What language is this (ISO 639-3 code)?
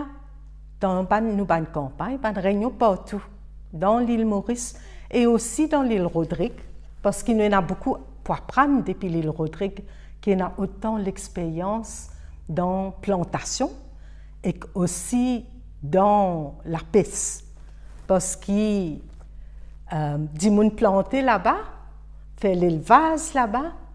mfe